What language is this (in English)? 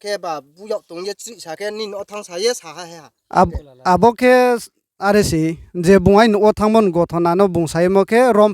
Riang (India)